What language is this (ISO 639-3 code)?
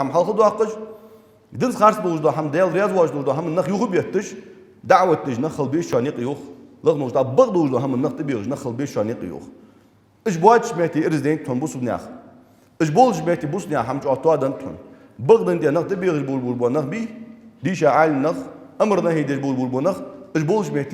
inh